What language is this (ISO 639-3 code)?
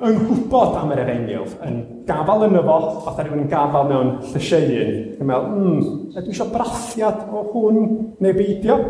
cym